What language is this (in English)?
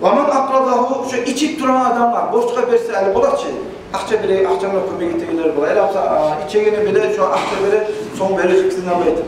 Kumyk